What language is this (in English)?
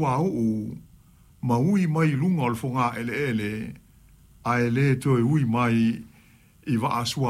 Samoan